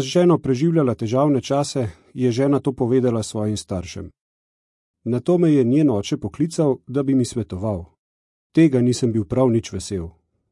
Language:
Slovenian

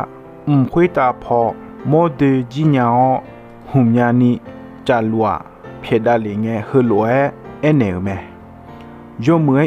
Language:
Akha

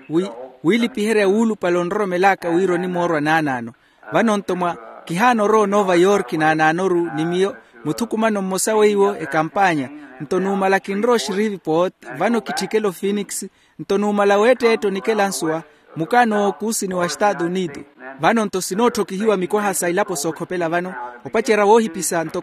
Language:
Makhuwa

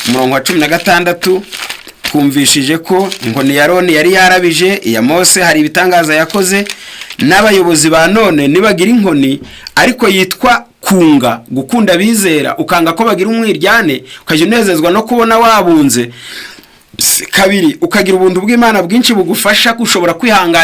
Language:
Kinyarwanda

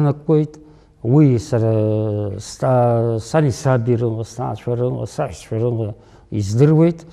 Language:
Abkhazian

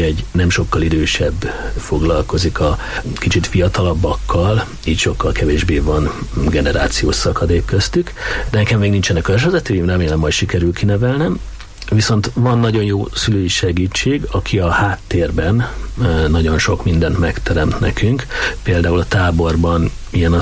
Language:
Hungarian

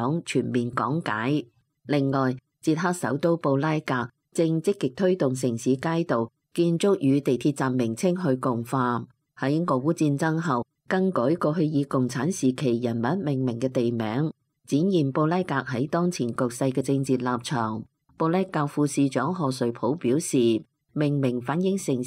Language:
Cantonese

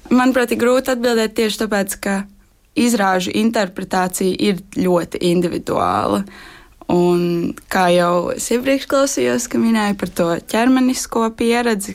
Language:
Latvian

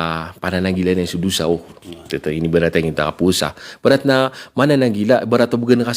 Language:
Maranao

